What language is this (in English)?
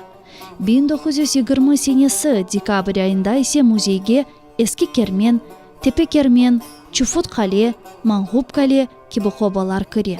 Crimean Tatar